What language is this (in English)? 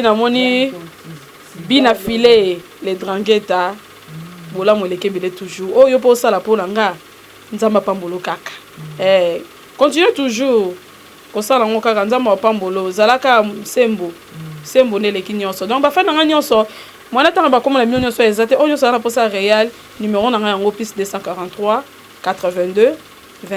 Lingala